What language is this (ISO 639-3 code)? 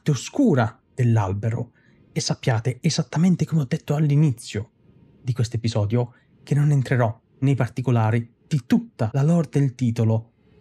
ita